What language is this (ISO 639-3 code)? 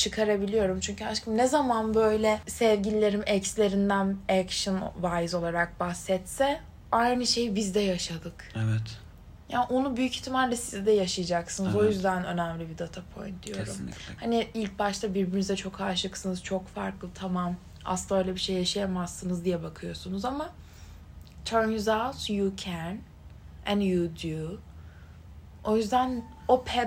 tur